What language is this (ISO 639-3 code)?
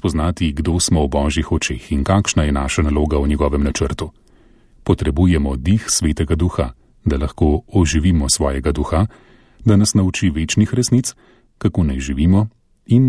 slv